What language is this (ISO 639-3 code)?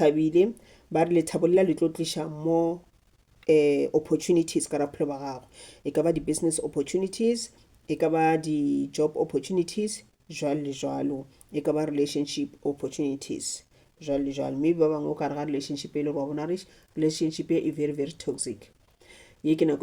nso